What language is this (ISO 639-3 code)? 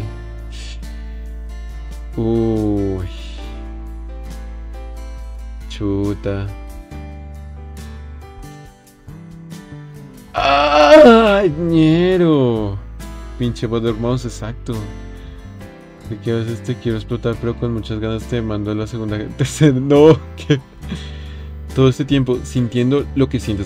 spa